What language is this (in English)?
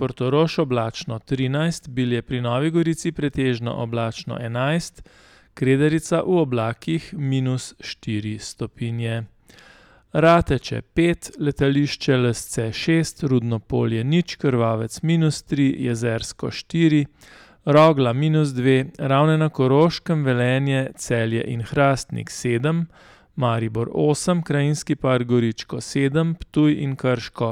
Slovenian